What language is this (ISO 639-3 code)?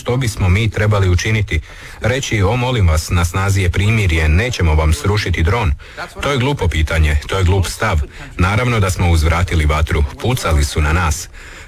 hrv